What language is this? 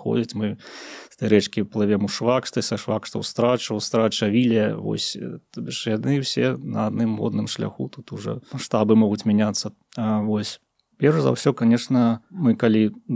Belarusian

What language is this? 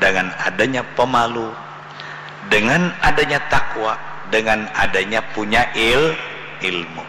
Banjar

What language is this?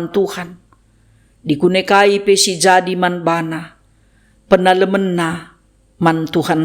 Batak Karo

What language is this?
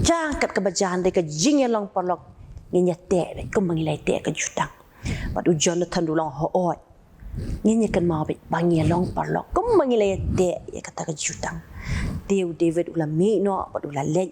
Khasi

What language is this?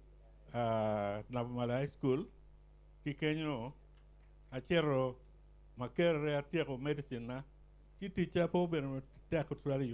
Acoli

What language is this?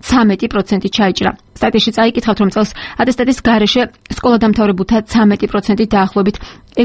Georgian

